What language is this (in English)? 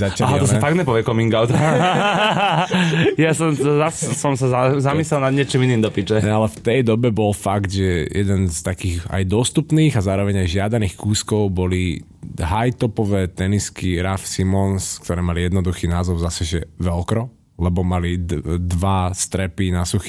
Slovak